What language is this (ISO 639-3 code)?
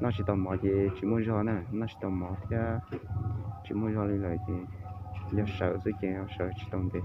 hmn